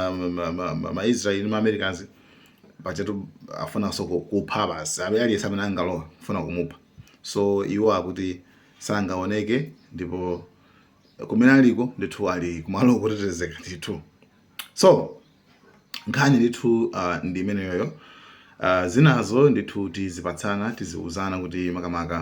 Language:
Nyanja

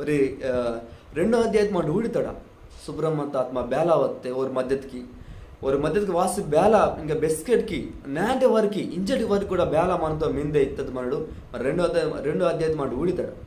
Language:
Koya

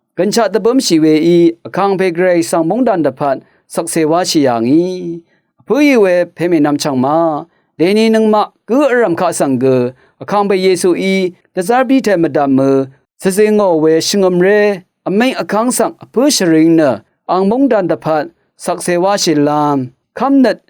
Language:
Rawang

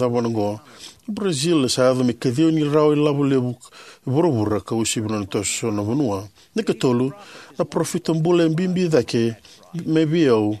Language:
Fijian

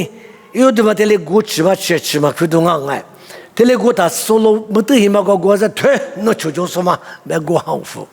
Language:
Lisu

